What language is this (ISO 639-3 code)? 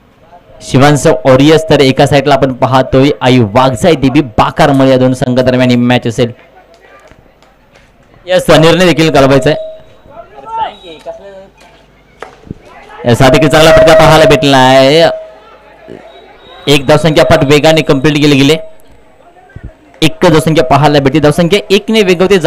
mar